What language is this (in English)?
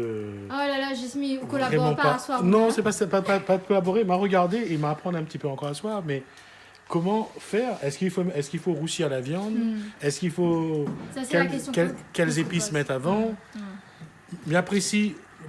Réunion Creole French